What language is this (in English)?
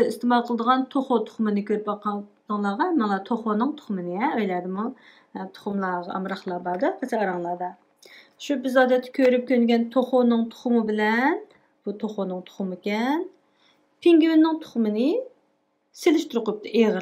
Uyghur